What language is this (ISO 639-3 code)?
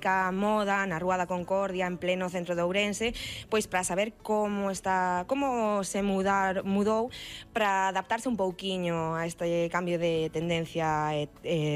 glg